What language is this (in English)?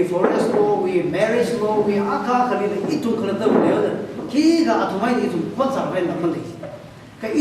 Tangkhul Naga (India)